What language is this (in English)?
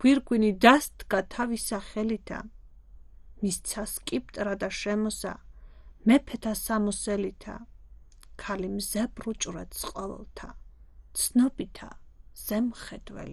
Georgian